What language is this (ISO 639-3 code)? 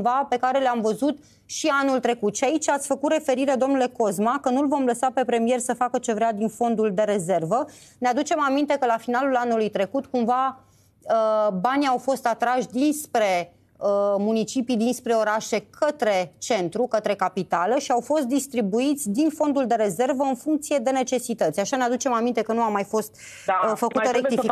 ron